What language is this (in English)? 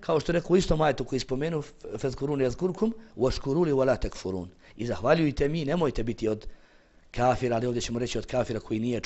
Bosnian